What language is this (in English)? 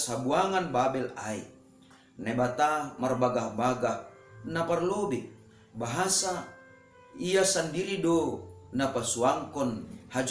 Batak Simalungun